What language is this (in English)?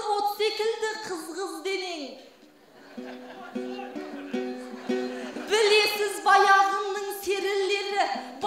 Kazakh